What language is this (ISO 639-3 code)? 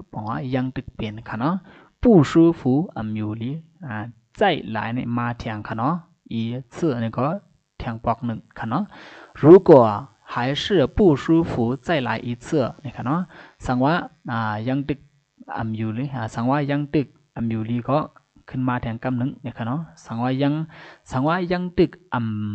shn